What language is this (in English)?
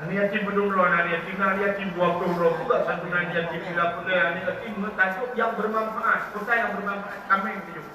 Achinese